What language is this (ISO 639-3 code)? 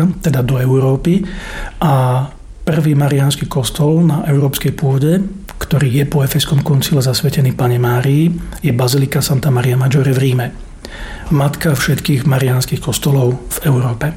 slk